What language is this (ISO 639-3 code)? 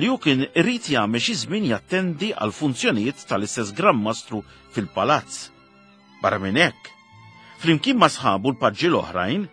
mlt